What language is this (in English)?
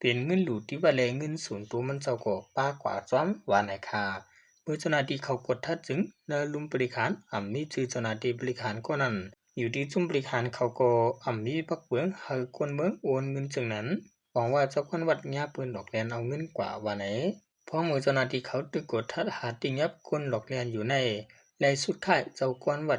Shan